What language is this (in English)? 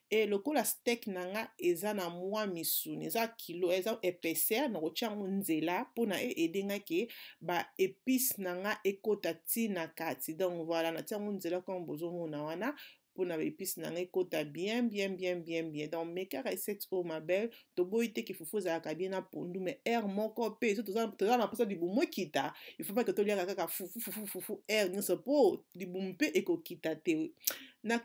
Lingala